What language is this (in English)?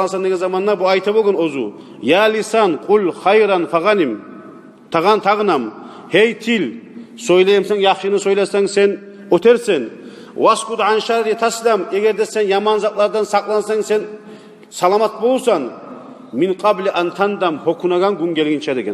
Kumyk